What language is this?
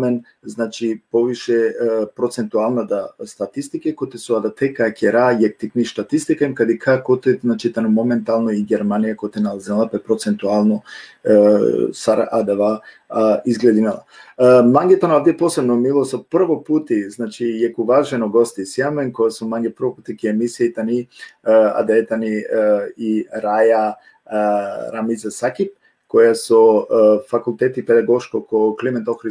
Balkan Romani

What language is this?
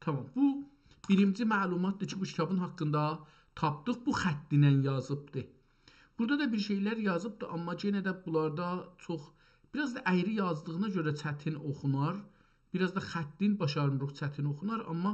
South Azerbaijani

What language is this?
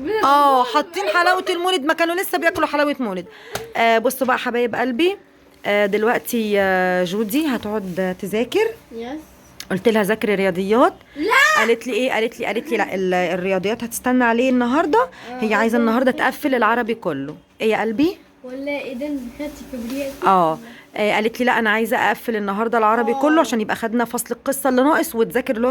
Egyptian Arabic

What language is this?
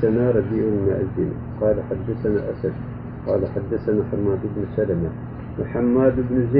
Turkish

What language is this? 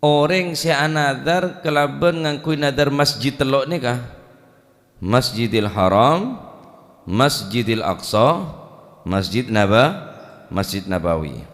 Madurese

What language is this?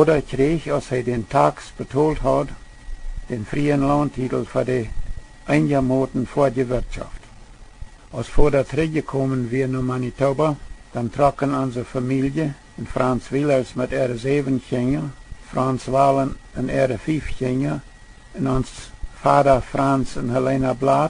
Plautdietsch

